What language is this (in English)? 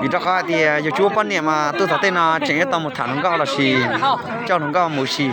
Hmong